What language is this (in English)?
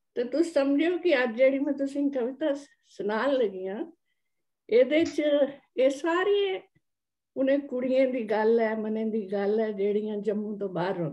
Dogri